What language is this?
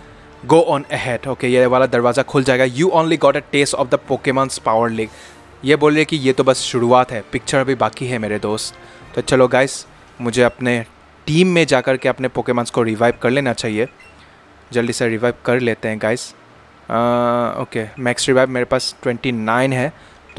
Hindi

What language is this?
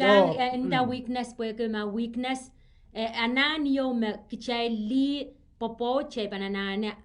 Pohnpeian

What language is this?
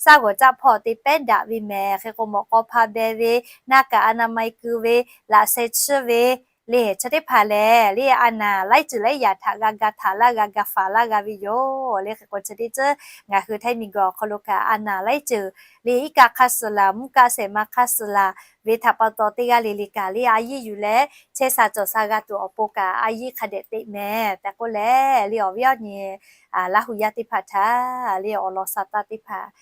Lahu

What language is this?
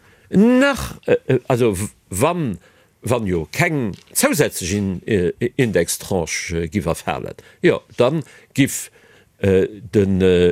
Luxembourgish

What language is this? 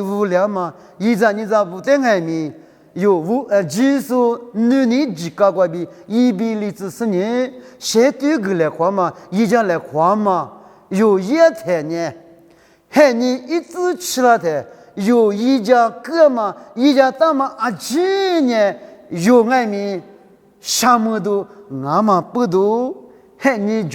Lisu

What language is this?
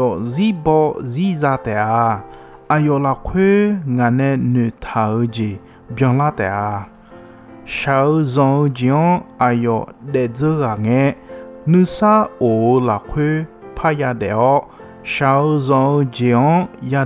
Akha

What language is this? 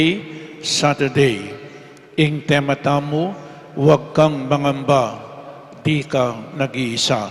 Pampanga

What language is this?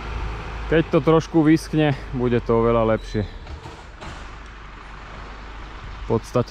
Slovak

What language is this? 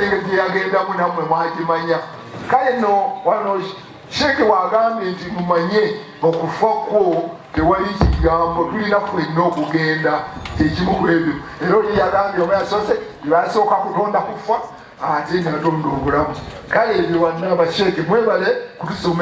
Ganda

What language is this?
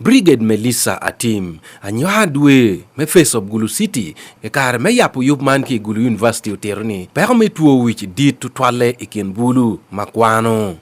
Acoli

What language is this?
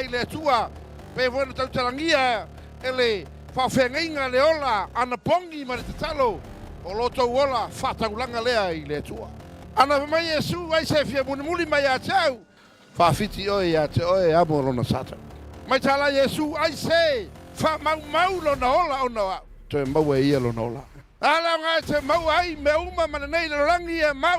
Samoan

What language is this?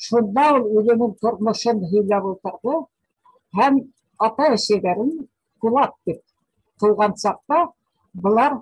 Bashkir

